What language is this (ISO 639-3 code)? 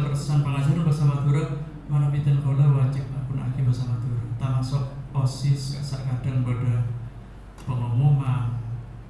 mad